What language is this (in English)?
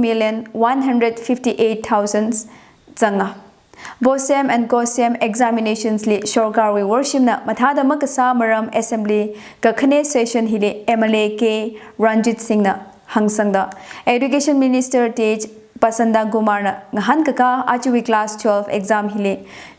Tangkhul Naga (India)